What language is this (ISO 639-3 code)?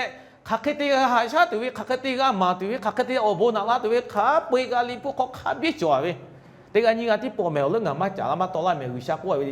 lhu